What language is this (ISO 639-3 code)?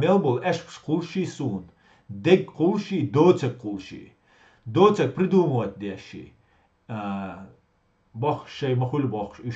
che